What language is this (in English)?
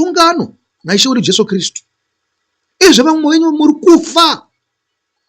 Shona